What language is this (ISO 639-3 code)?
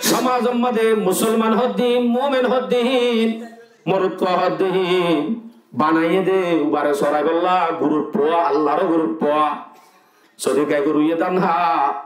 rhg